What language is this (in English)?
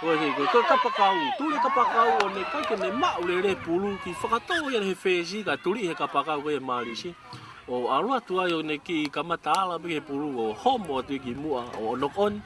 Tongan